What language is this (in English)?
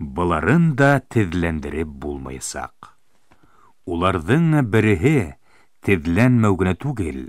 Bashkir